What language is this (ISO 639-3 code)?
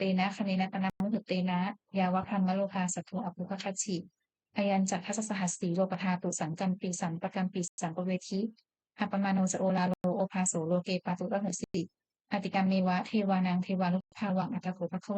pli